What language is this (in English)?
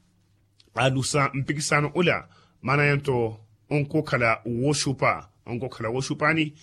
Makhuwa